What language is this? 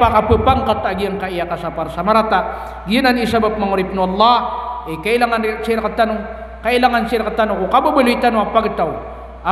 Maranao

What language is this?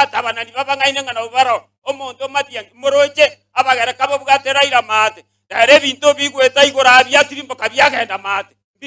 Gusii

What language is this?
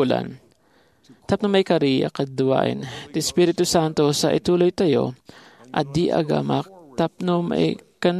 Iloko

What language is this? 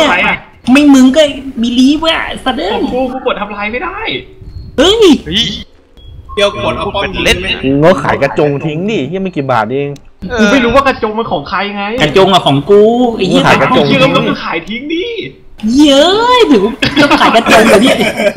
Thai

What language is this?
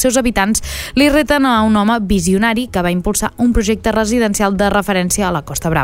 Catalan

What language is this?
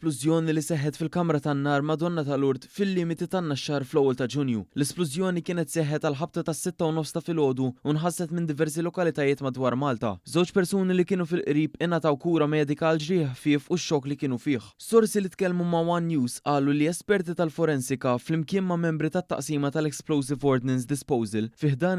Maltese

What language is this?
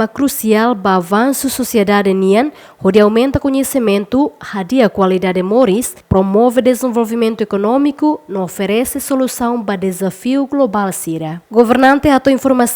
Tetum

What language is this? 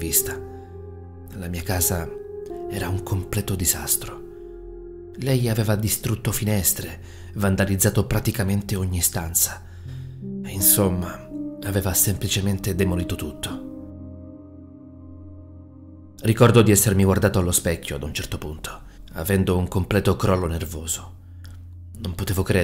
Italian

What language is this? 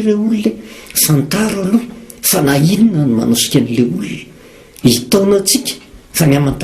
Malagasy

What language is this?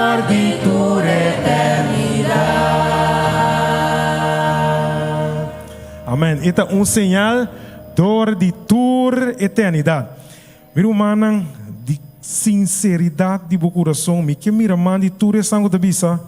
Papiamento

